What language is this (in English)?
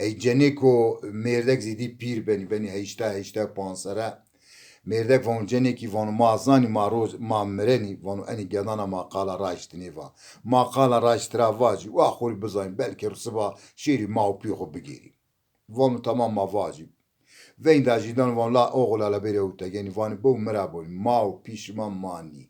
Zaza